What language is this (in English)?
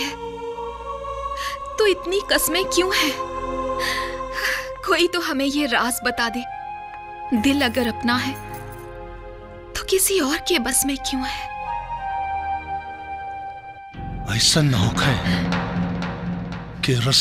Bhojpuri